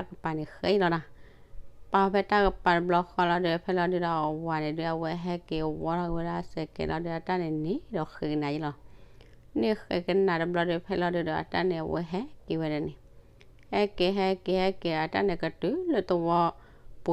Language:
S'gaw Karen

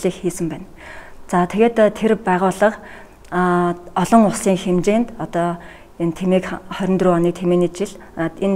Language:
Mongolian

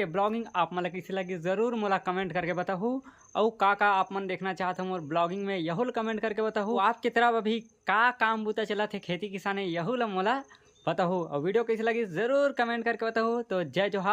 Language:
Chhattisgarhi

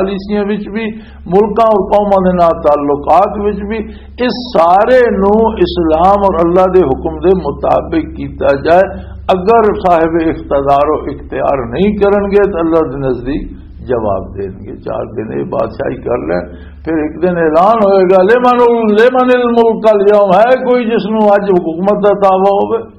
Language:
Western Panjabi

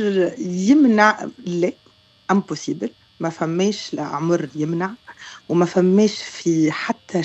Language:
Tunisian Arabic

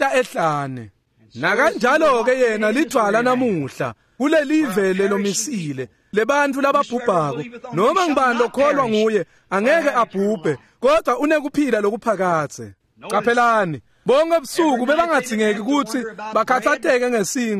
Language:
Swati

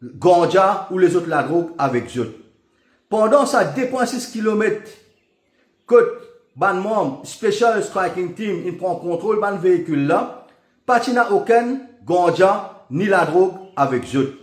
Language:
Morisyen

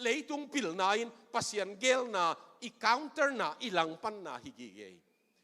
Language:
Tedim Chin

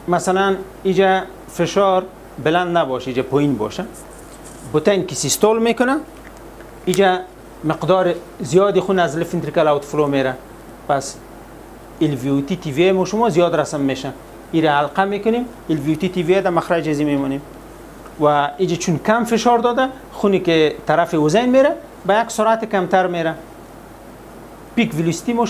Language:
Persian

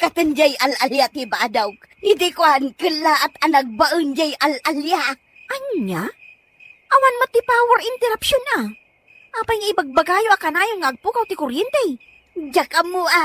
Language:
Iloko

